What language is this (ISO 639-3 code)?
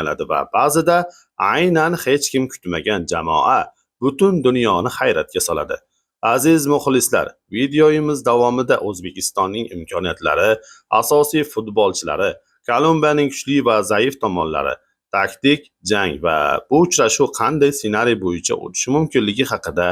uzb